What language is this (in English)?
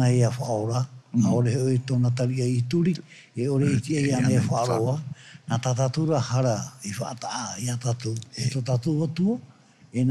Tahitian